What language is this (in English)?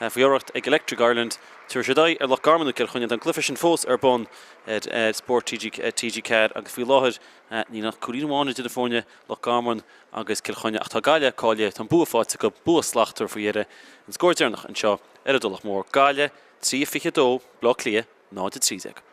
Irish